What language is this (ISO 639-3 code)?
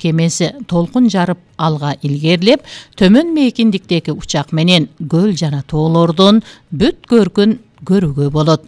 kir